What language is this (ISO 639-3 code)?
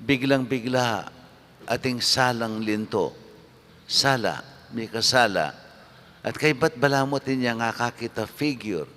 pam